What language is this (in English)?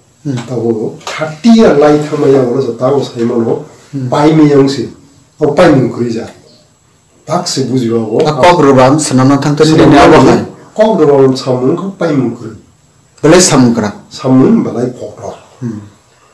Kok Borok